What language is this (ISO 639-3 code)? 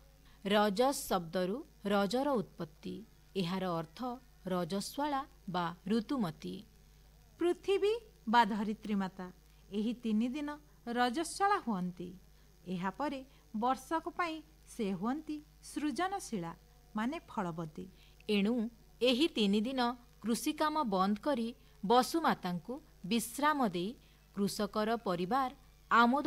ori